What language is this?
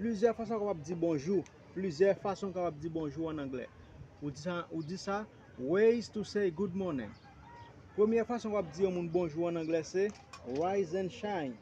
Haitian Creole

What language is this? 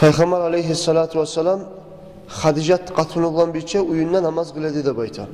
Kumyk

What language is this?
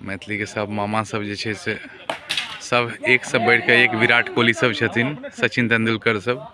Maithili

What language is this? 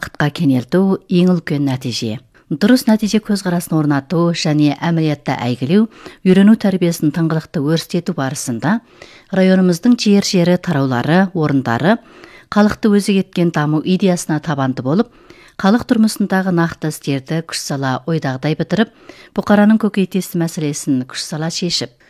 Kazakh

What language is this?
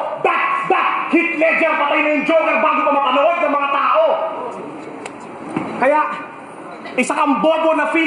Filipino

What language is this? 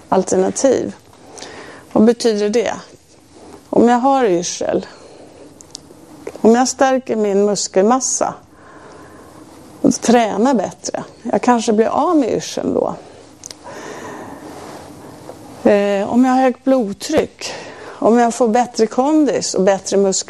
Swedish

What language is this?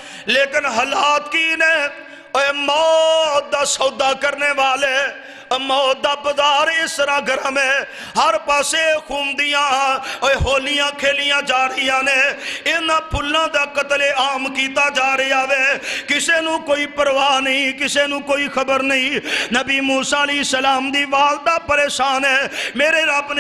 Western Panjabi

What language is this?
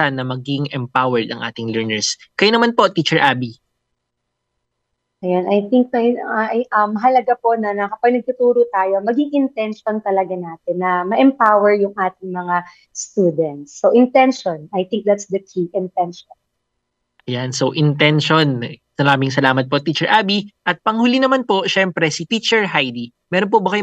Filipino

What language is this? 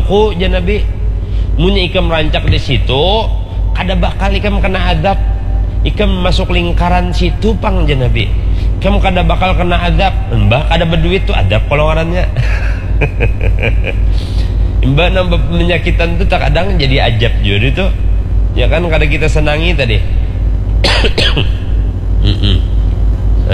Banjar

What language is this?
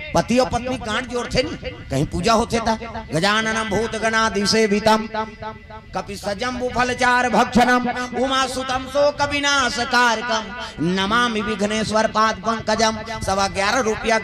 Chhattisgarhi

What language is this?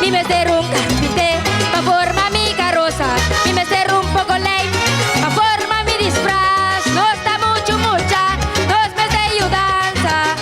Papiamento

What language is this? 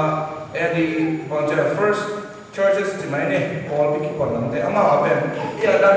Tedim Chin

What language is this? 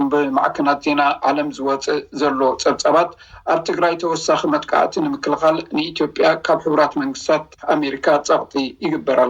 Tigrinya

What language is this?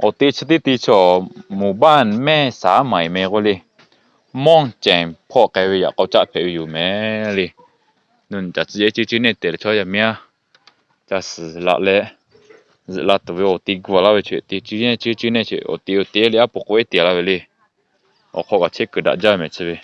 Lahu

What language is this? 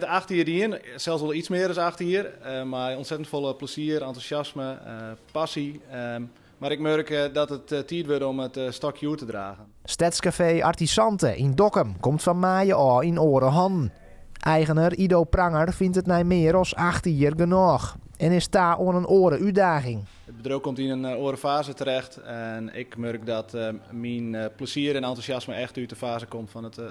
Western Frisian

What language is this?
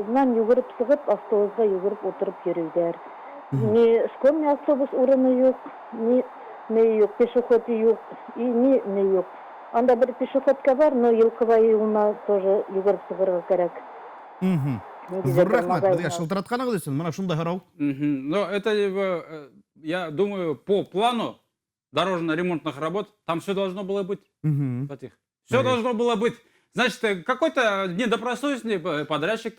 Bashkir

